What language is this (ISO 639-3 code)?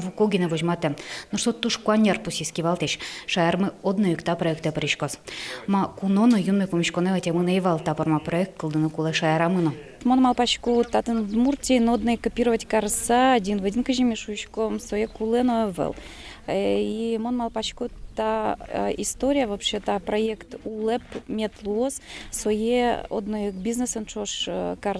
udm